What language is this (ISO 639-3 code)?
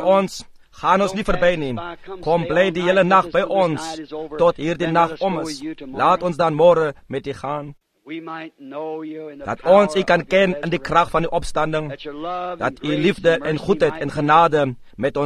afr